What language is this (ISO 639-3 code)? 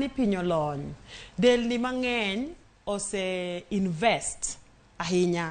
luo